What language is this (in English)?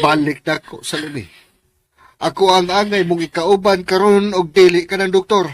Cebuano